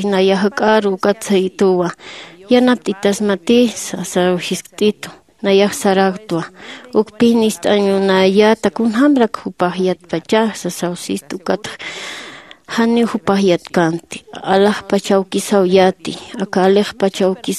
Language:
Aymara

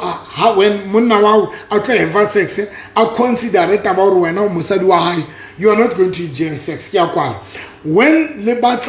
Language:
Southern Sotho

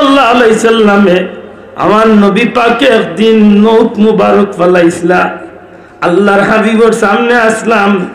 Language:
Sylheti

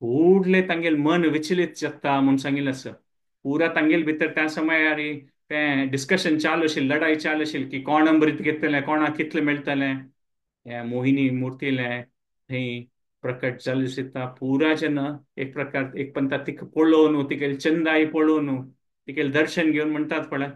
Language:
Konkani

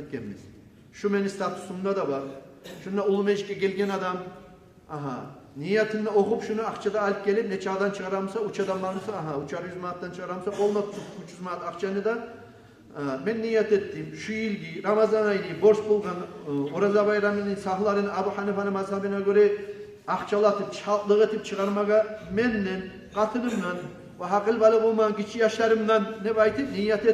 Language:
Kumyk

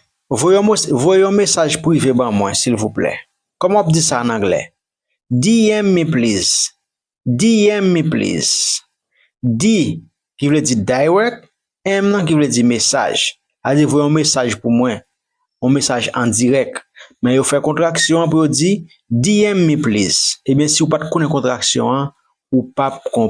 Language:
Haitian Creole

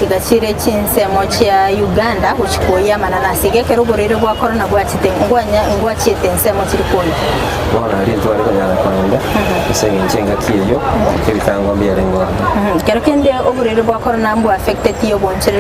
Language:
Gusii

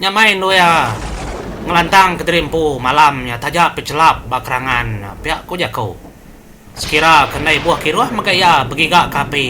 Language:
Iban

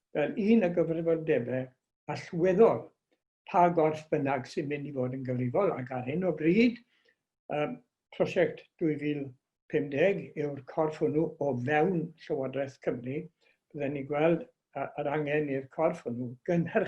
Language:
Welsh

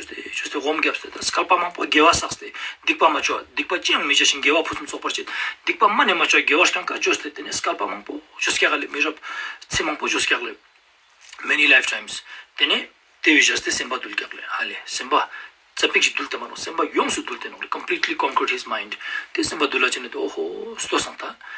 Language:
Ladakhi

